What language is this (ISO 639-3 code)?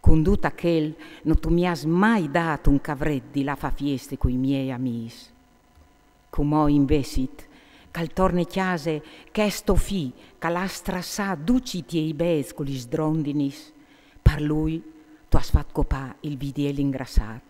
fur